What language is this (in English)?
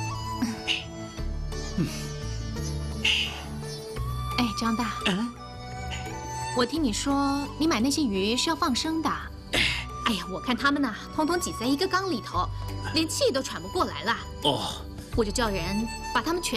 Chinese